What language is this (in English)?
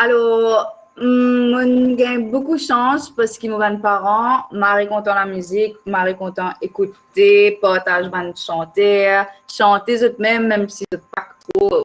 Morisyen